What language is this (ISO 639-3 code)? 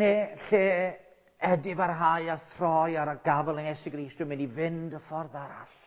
cym